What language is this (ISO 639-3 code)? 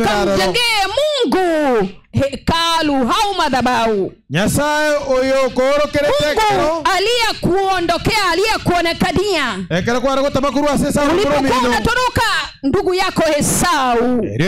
guz